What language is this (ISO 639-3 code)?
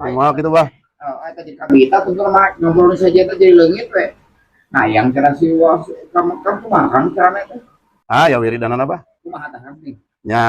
sun